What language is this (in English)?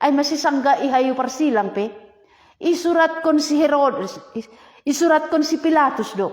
Batak Simalungun